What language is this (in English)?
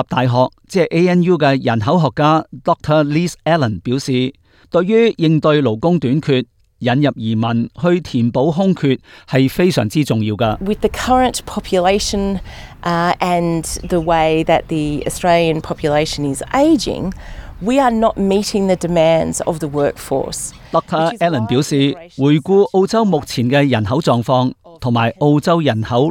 Cantonese